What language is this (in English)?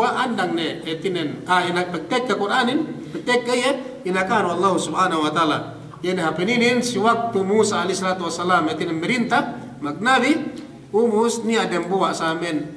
Yakan